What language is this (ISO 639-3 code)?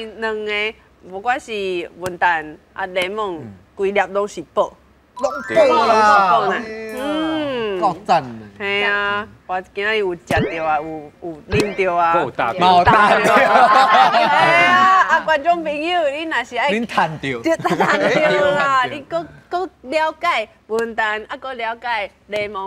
nan